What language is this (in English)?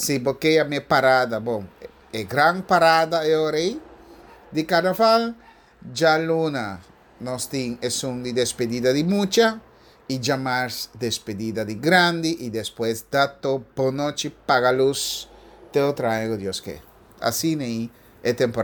Papiamento